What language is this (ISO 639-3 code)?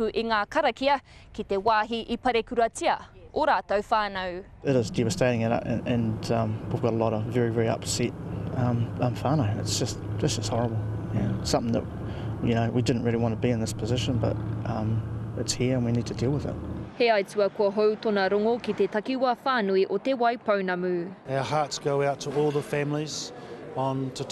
mri